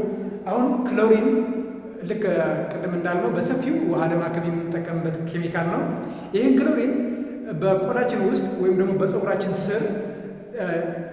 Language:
Amharic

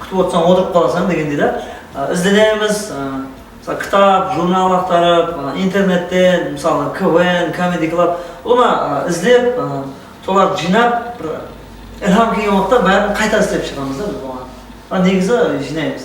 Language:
Kara-Kalpak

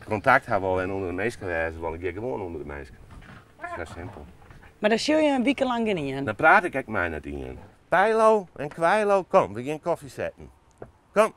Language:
Western Frisian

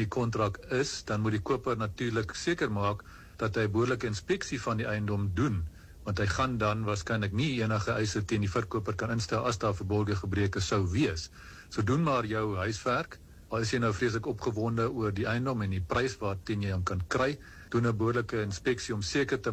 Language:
Afrikaans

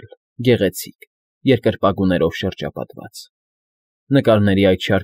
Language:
Armenian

